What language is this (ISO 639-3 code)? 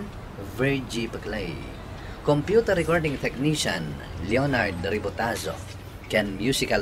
ilo